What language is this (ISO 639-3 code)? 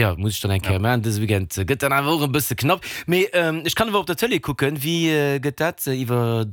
ltz